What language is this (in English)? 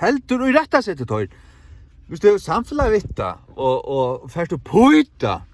Faroese